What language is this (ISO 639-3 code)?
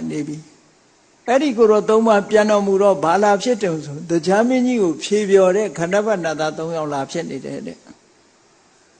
mya